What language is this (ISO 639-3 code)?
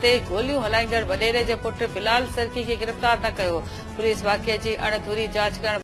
snd